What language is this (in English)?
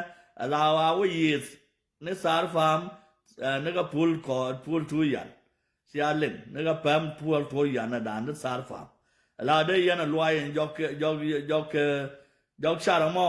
Nuer